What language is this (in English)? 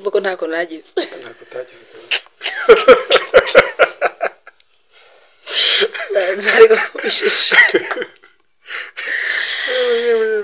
Kinyarwanda